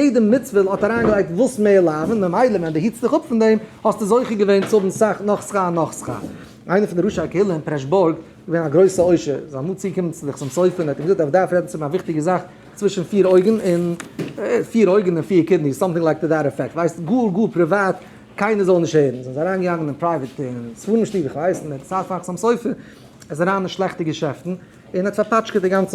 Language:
Yiddish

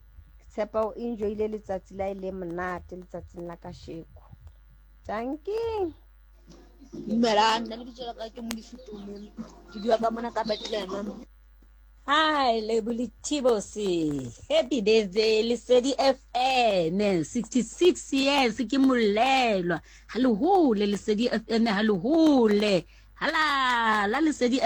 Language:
Southern Sotho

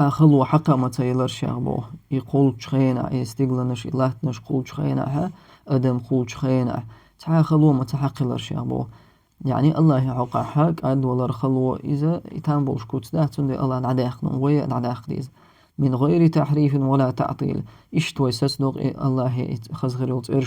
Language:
Chechen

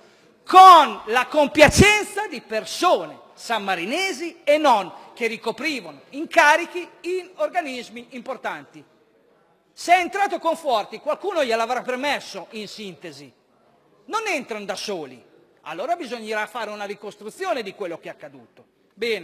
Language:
Italian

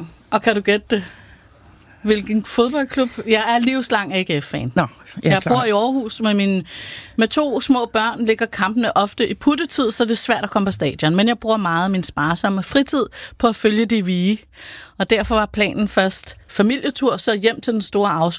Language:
Danish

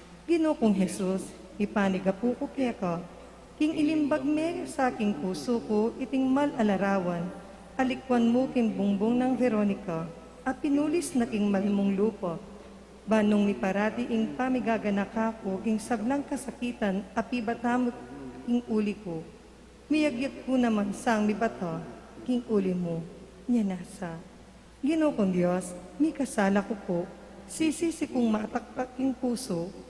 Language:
Pampanga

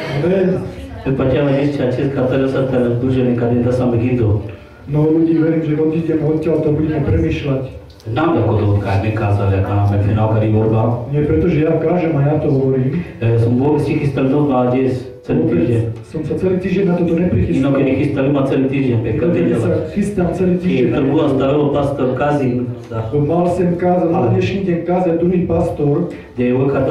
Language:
Slovak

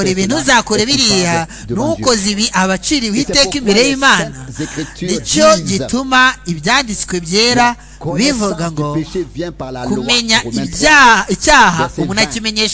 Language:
Kinyarwanda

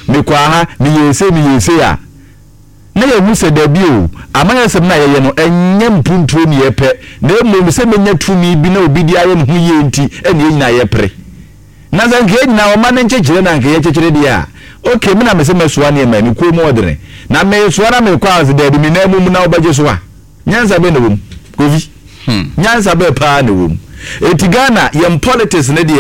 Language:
Akan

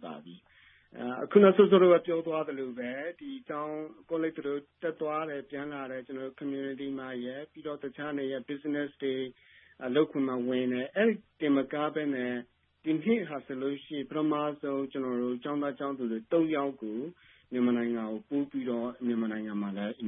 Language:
Burmese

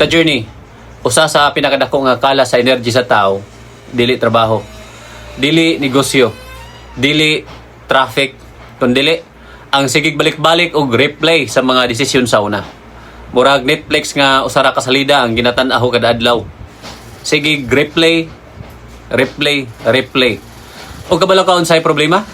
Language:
Cebuano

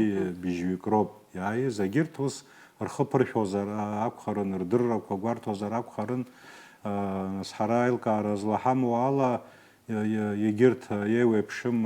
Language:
Abkhazian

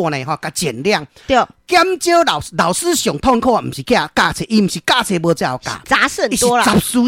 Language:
Min Nan Chinese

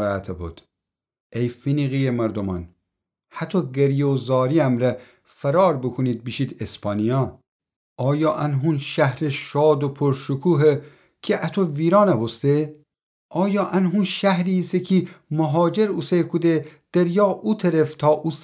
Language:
Gilaki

